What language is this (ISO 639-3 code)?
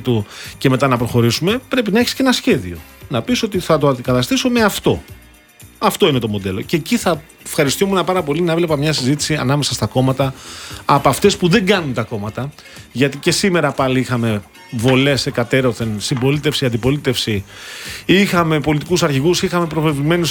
ell